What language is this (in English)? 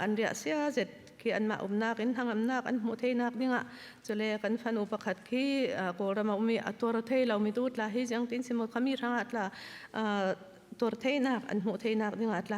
Falam Chin